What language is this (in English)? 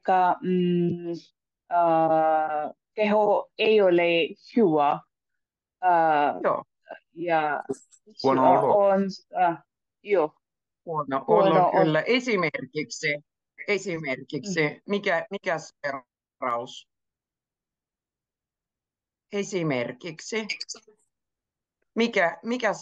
Finnish